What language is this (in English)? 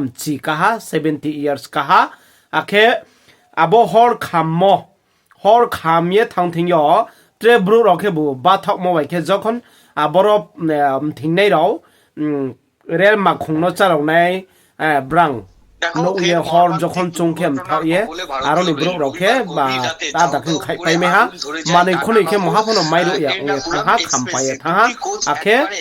Riang (India)